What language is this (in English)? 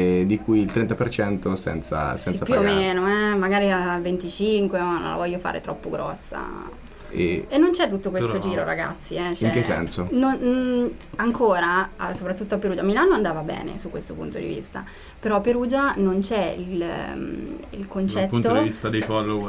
Italian